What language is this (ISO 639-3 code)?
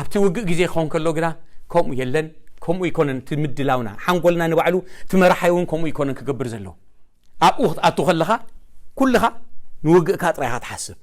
tir